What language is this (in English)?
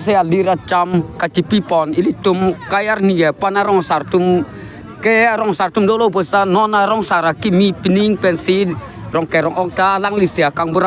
Karbi